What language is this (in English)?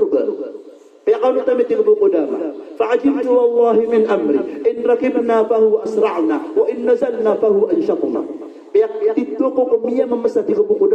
Maranao